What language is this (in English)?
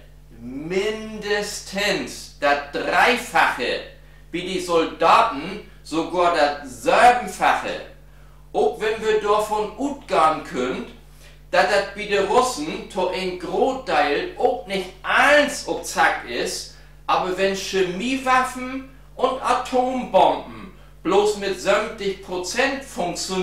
Low German